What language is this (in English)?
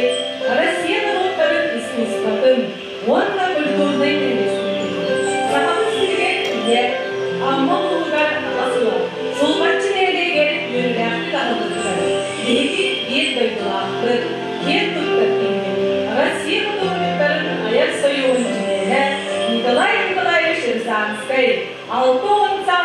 Yakut